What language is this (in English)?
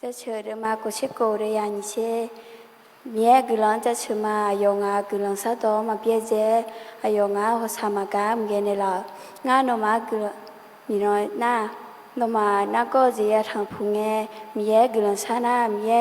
Akha